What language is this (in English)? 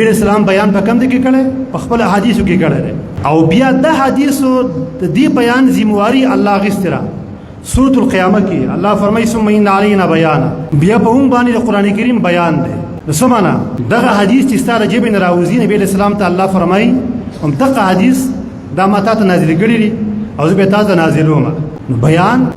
Pashto